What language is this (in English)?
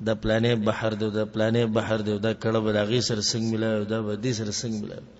Pashto